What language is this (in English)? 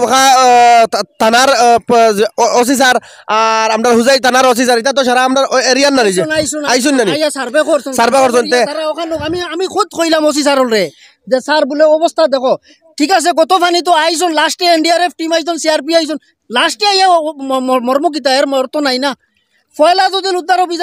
Sylheti